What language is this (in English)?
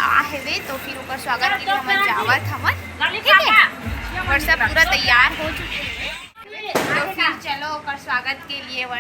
Chhattisgarhi